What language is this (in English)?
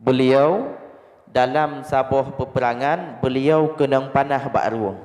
Achinese